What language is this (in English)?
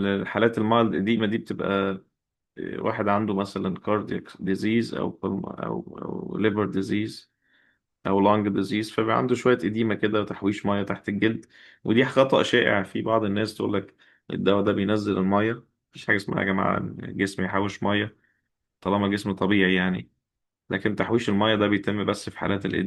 Egyptian Arabic